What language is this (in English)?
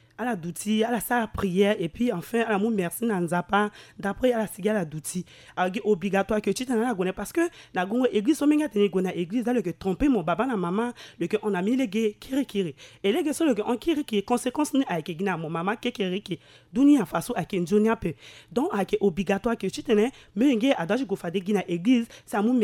Sango